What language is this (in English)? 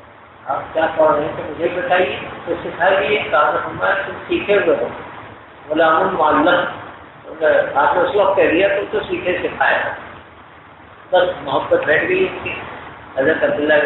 Urdu